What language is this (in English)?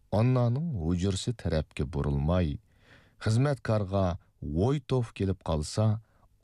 Uyghur